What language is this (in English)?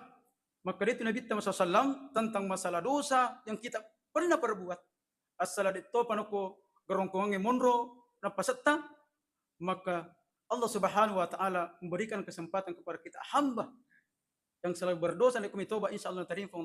Buginese